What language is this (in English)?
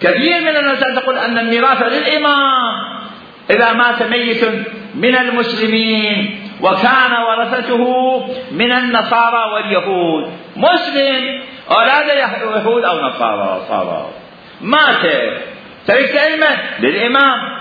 Mesopotamian Arabic